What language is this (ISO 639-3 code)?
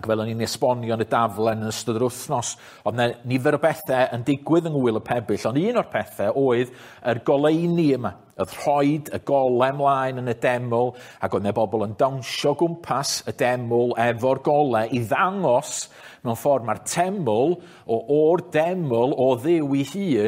cym